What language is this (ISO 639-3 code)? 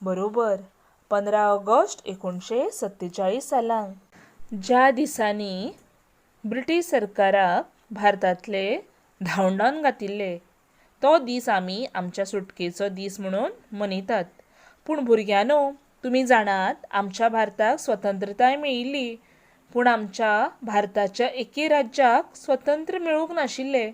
kok